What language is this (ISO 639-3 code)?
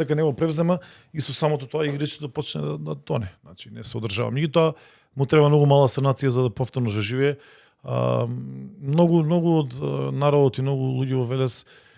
mkd